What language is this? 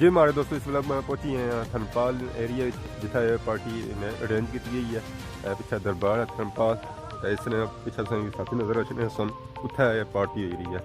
Pahari-Potwari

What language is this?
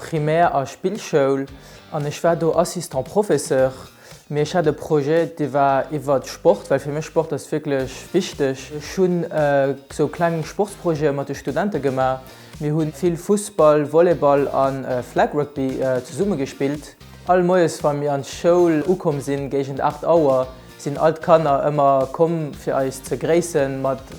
Luxembourgish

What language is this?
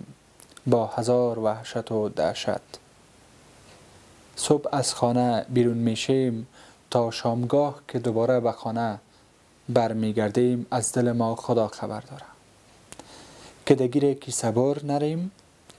Persian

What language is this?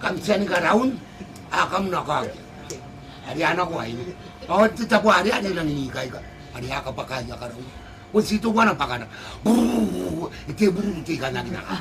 Gilbertese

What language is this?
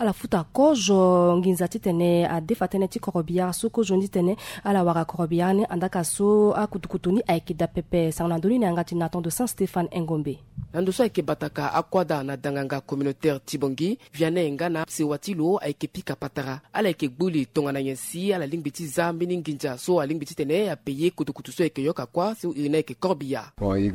Sango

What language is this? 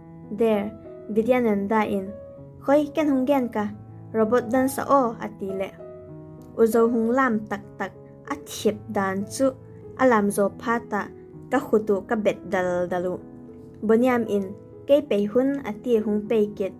Vaiphei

